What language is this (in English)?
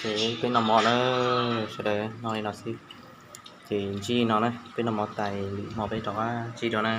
Hmong